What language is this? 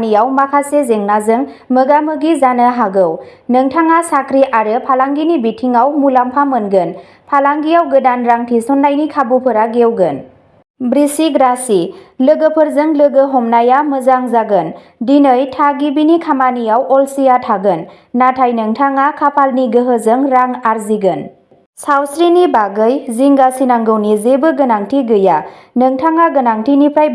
Bodo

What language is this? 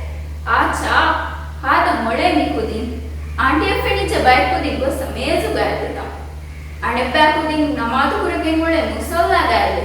Divehi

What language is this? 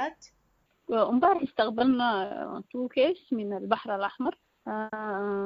Sudanese Arabic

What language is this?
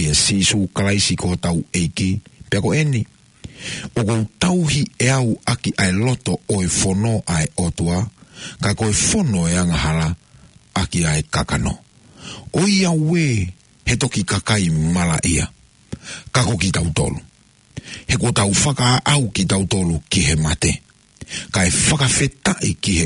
Tongan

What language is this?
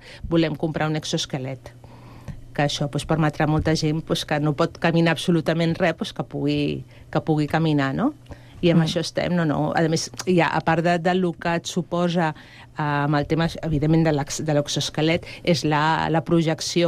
Catalan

